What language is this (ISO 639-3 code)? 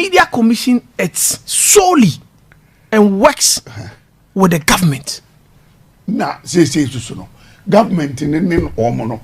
aka